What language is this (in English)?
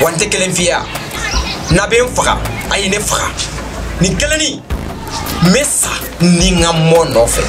Bambara